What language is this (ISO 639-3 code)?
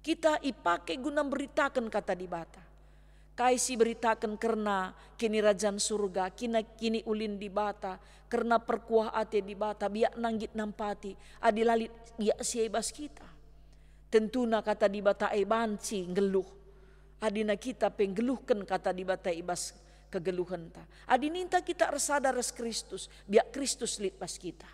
btx